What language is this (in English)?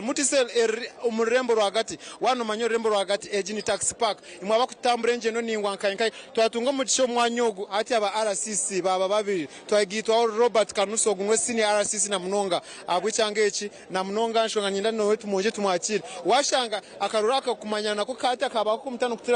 Nyankole